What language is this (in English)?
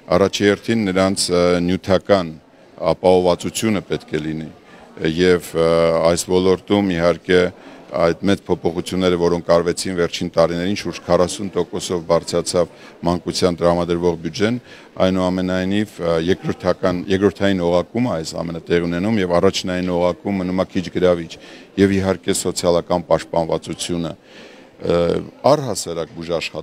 Armenian